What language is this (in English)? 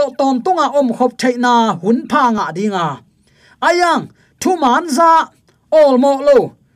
Tedim Chin